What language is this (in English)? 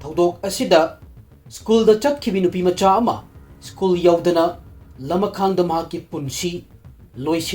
Manipuri